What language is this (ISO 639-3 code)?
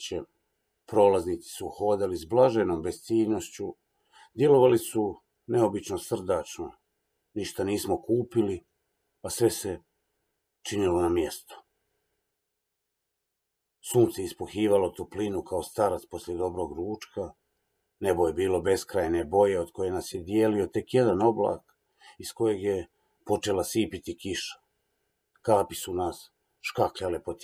hrv